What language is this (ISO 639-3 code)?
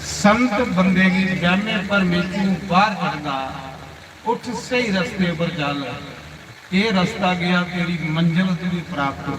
doi